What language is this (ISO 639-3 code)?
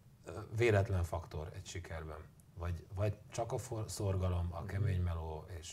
hun